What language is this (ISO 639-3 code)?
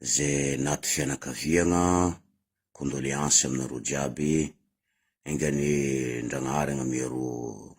mlg